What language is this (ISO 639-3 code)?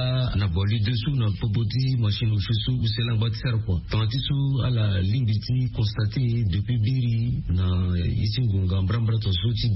sag